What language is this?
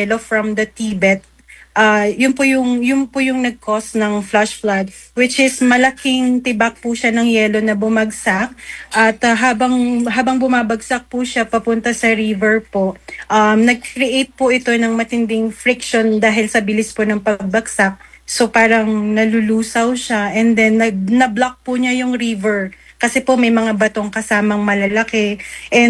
Filipino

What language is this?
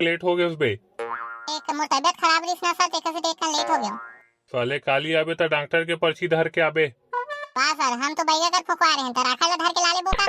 Chhattisgarhi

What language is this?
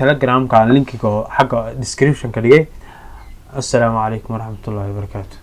Somali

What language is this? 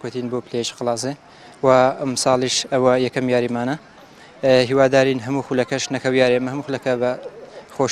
Central Kurdish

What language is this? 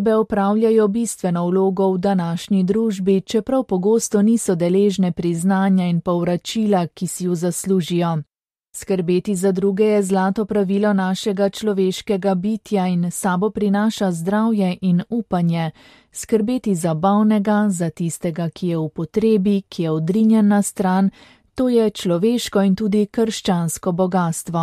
Slovenian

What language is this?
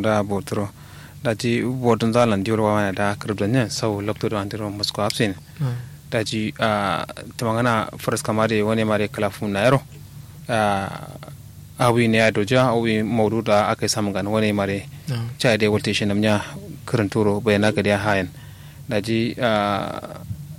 Kanuri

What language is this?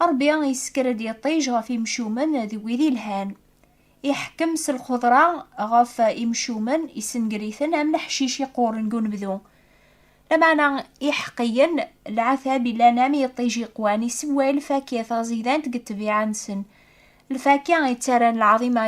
Kabyle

